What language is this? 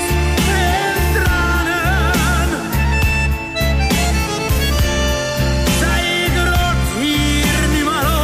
Dutch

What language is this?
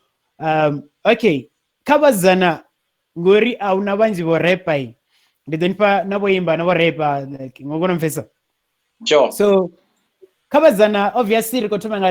Venda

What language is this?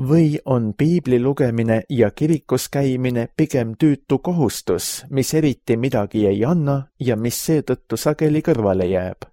Estonian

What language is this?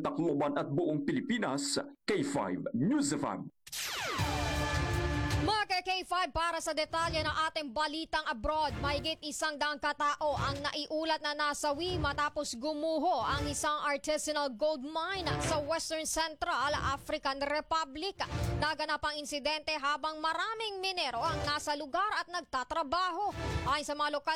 Filipino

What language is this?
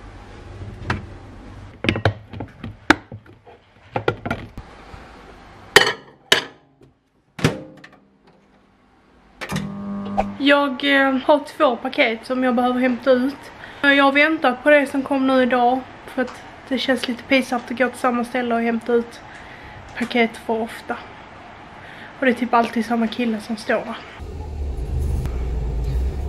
Swedish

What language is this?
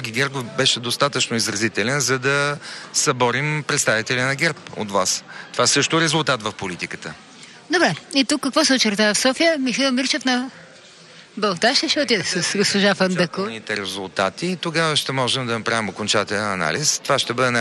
Bulgarian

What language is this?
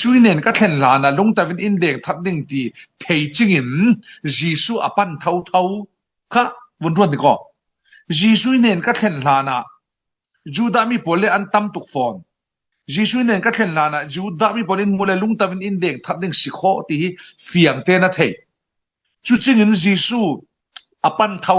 Falam Chin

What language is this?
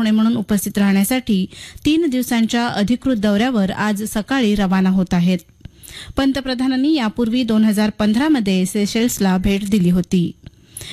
Marathi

